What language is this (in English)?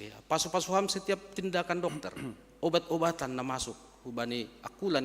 Batak Simalungun